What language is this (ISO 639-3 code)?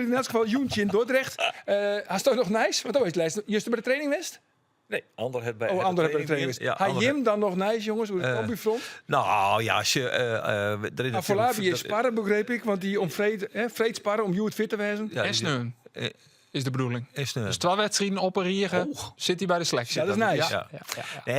fry